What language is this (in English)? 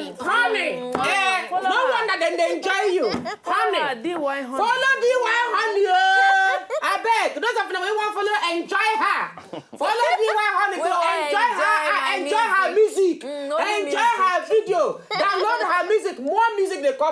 Nigerian Pidgin